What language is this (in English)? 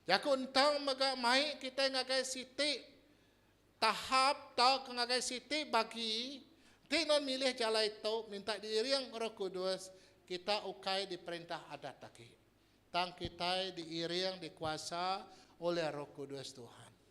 Iban